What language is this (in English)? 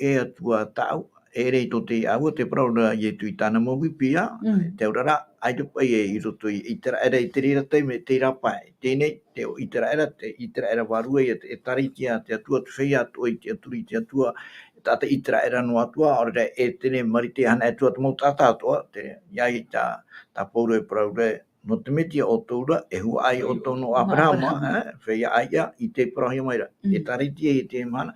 Tahitian